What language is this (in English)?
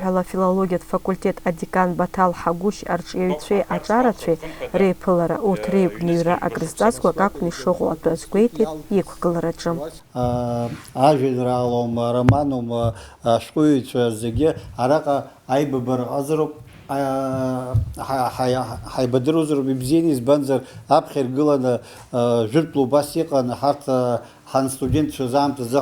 Abkhazian